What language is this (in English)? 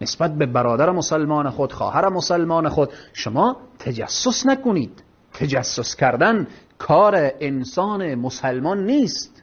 Persian